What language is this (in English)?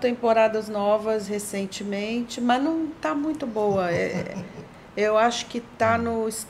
Portuguese